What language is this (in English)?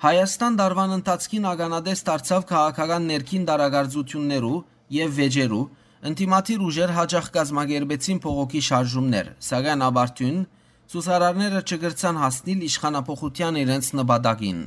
Western Armenian